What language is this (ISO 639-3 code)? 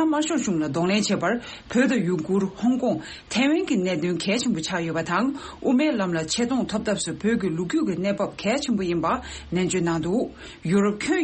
bod